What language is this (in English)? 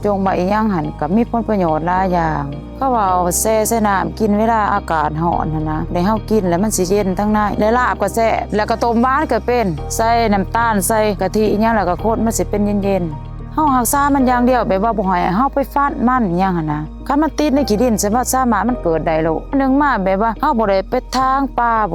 Lao